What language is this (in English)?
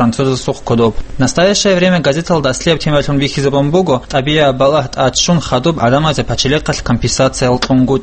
Avaric